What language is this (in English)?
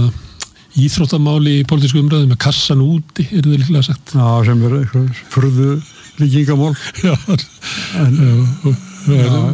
Icelandic